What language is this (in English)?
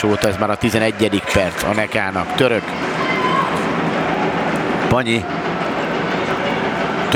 Hungarian